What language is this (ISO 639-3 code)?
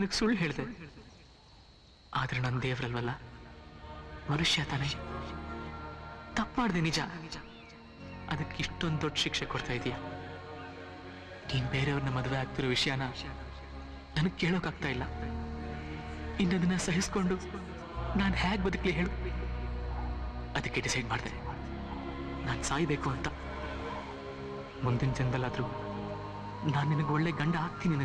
kan